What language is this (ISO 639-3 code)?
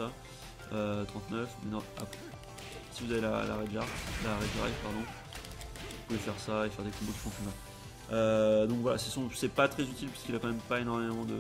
fra